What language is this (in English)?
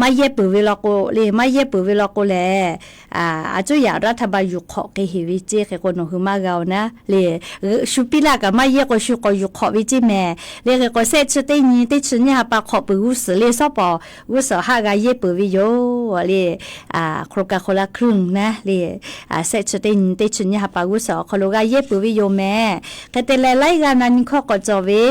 Lahu